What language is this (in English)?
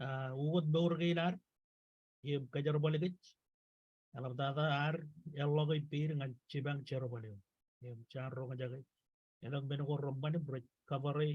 Marshallese